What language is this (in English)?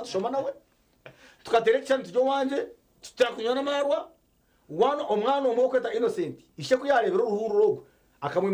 Nyankole